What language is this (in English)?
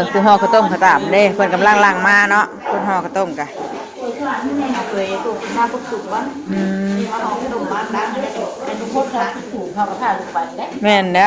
Northeastern Thai